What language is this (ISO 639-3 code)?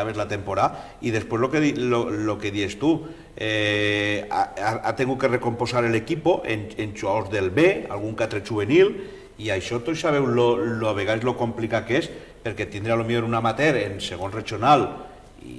cat